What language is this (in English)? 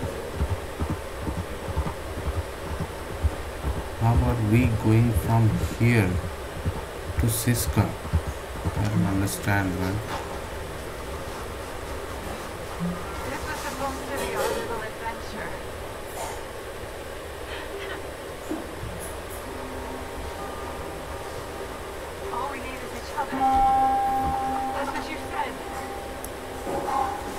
English